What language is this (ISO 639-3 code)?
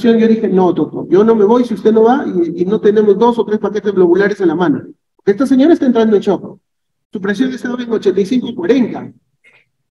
spa